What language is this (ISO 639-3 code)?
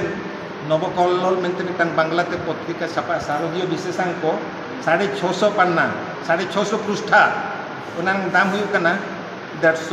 sat